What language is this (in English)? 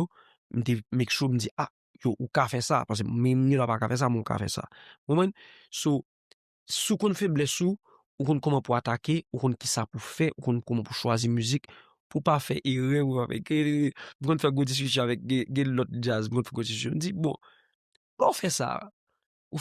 Haitian Creole